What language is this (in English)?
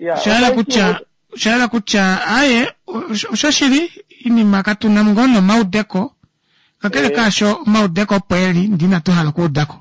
Kuanyama